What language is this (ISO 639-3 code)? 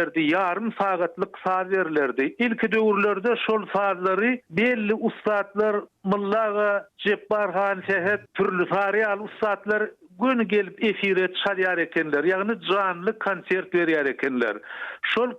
tuk